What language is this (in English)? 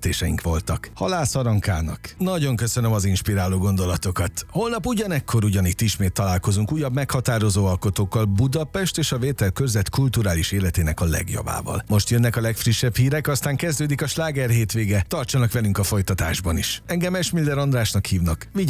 Hungarian